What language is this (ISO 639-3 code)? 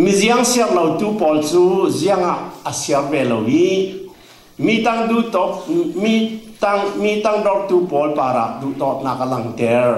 cfm